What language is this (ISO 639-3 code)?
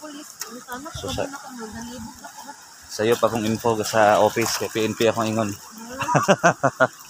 ceb